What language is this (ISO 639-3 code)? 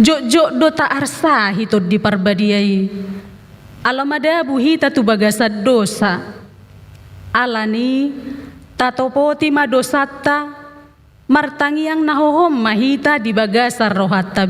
bbc